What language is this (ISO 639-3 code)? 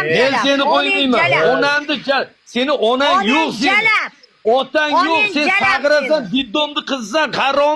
uzb